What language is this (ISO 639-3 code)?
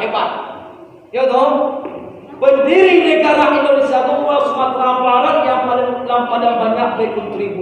min